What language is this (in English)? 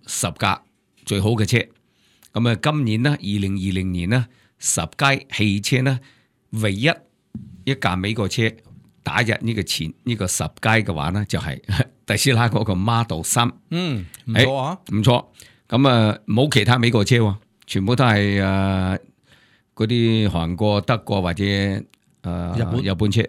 Cantonese